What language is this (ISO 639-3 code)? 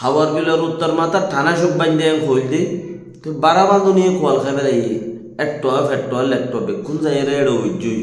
rhg